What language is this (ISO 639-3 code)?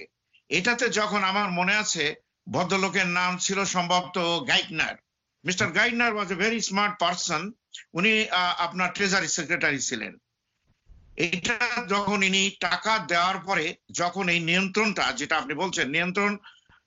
ben